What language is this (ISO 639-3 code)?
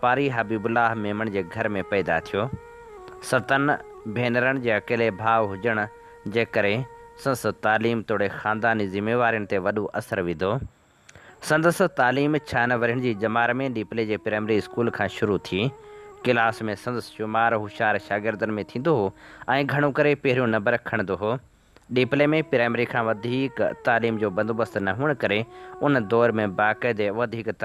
snd